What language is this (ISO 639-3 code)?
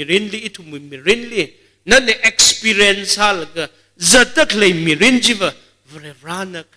nmf